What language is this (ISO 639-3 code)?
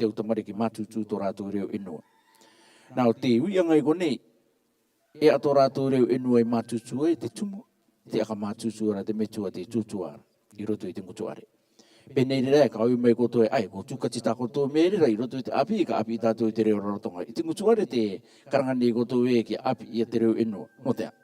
rar